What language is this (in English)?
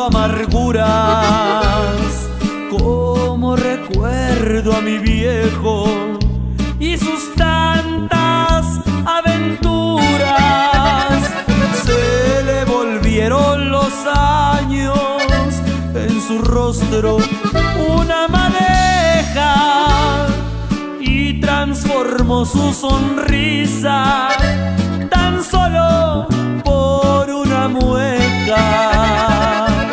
Spanish